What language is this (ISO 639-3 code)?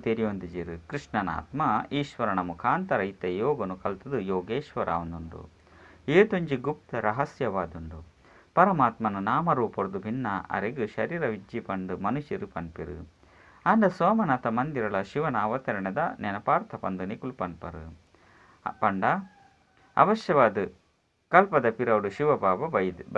tcy